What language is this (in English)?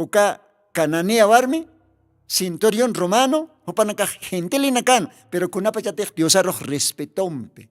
Aymara